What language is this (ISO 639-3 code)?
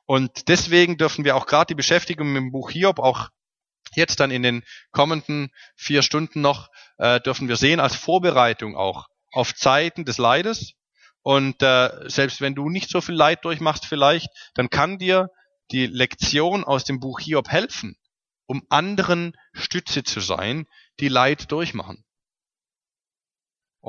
deu